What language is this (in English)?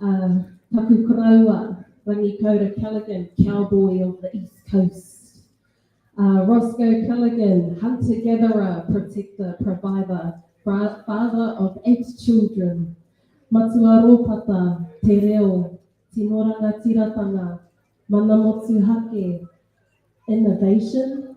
Māori